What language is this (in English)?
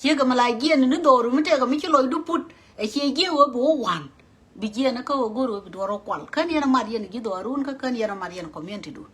Nuer